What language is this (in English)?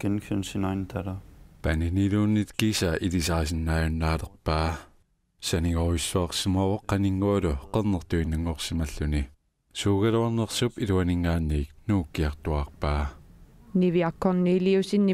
Kalaallisut